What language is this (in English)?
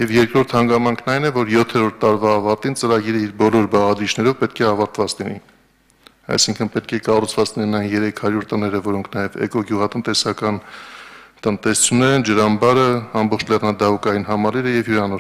Armenian